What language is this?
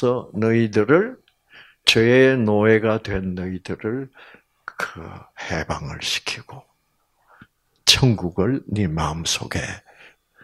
Korean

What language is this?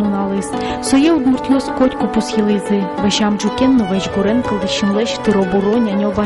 Udmurt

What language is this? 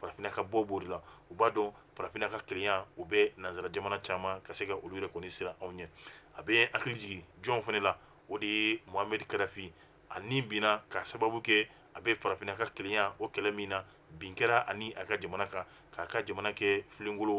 Bambara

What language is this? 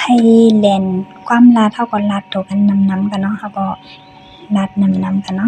Shan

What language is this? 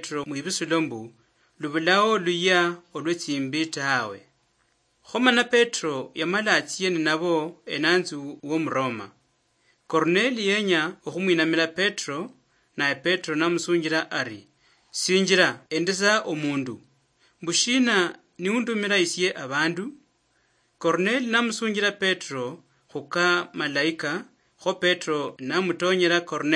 Luyia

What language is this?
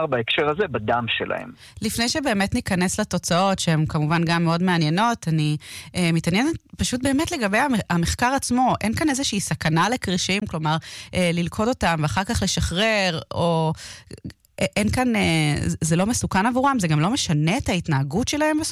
Hebrew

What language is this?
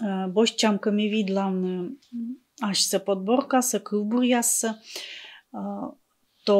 Komi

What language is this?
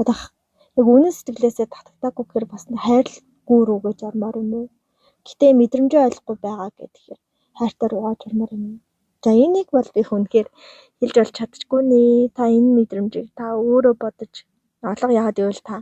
Mongolian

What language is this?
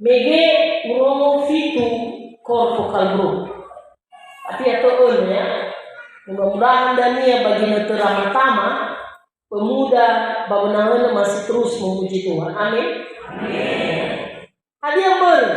Nias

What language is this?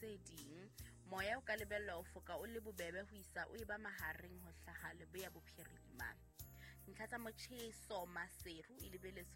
Southern Sotho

